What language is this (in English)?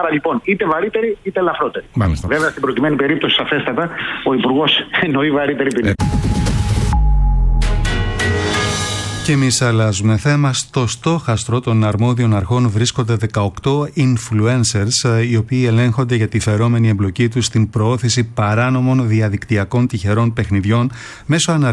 Greek